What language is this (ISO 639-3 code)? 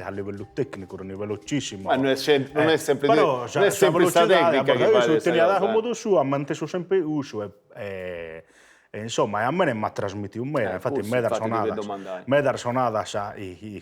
srd